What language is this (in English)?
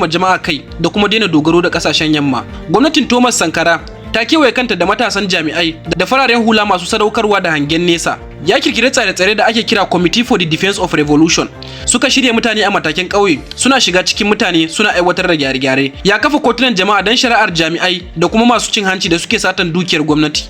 Hausa